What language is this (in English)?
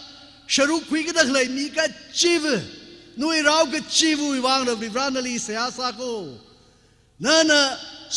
Tangkhul Naga (India)